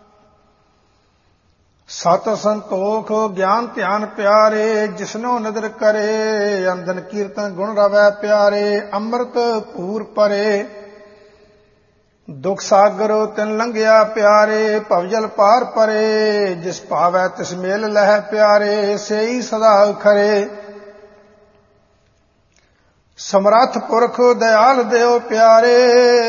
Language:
Punjabi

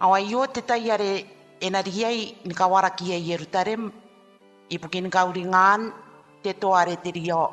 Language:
Gilbertese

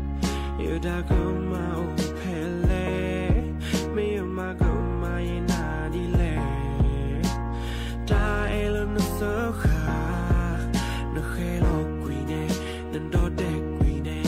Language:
S'gaw Karen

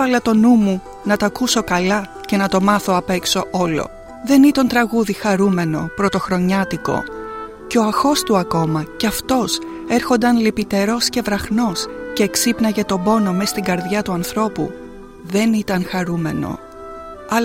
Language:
Greek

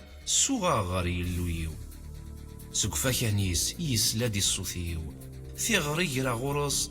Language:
Kabyle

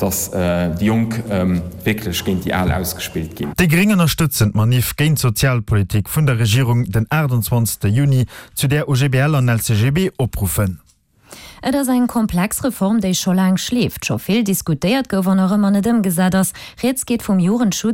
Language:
Luxembourgish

